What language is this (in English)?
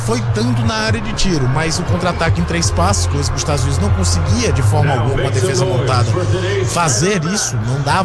Portuguese